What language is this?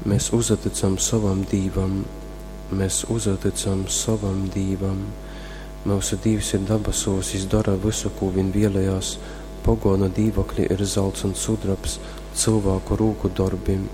Latgalian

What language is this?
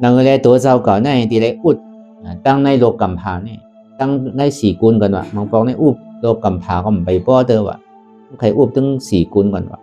Shan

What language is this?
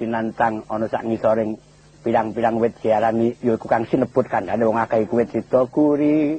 Javanese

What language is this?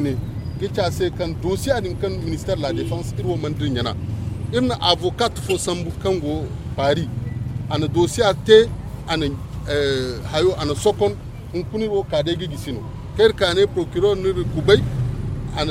Zarma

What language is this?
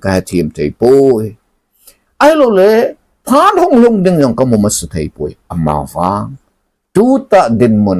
Thado Chin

